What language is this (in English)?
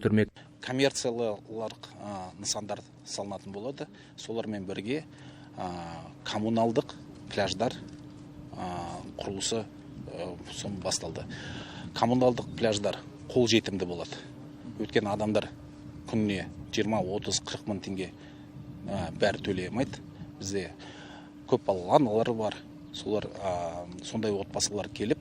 Kazakh